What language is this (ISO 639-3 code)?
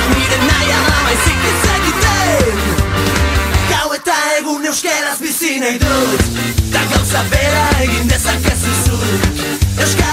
eus